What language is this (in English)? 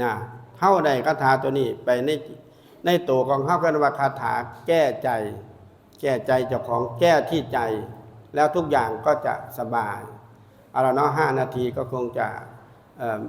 Northeastern Thai